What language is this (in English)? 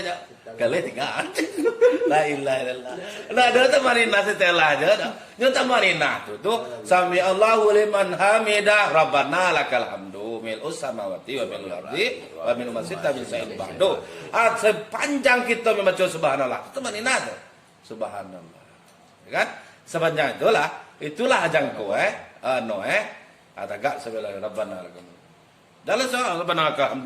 Minangkabau